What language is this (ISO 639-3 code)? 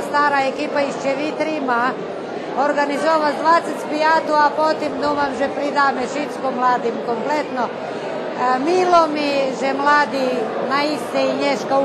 rue